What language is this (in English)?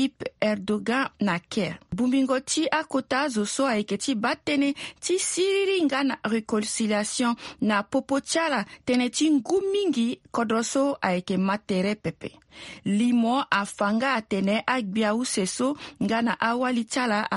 Sango